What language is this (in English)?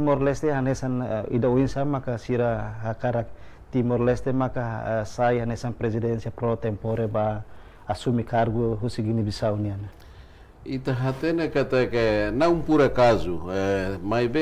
Tetum